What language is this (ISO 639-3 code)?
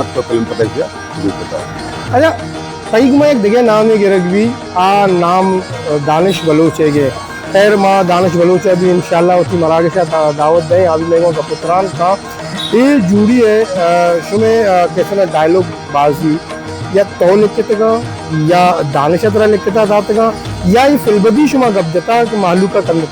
bal